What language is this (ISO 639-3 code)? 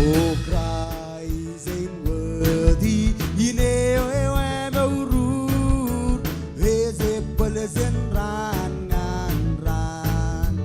mah